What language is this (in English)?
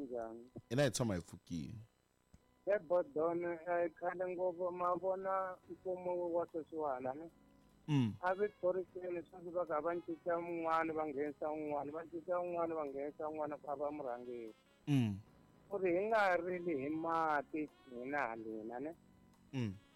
Tsonga